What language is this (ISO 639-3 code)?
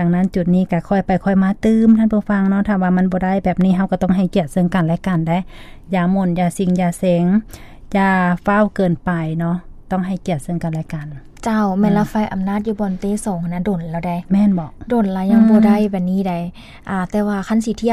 lao